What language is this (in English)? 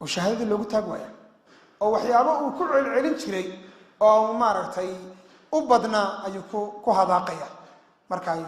Somali